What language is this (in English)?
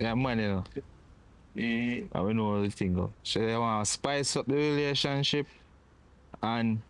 Jamaican Creole English